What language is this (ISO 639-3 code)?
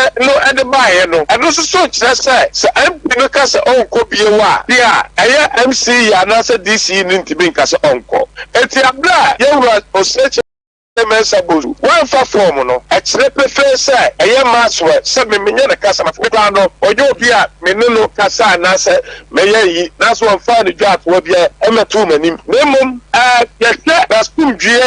aka